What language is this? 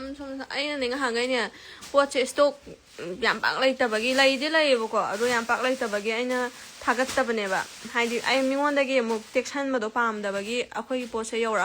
Manipuri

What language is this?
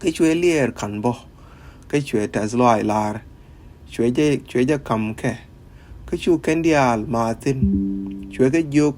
Nuer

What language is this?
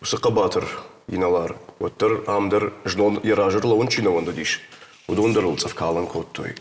Ossetic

